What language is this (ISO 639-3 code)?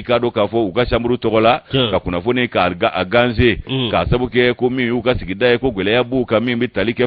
bam